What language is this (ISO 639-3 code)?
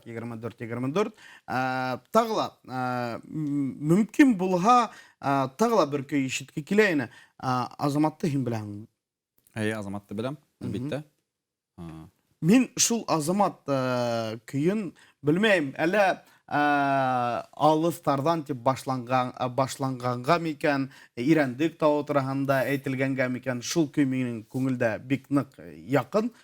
bak